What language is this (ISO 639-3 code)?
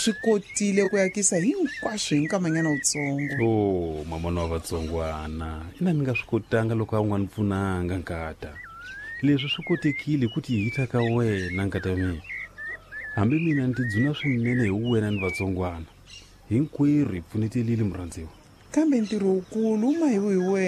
tso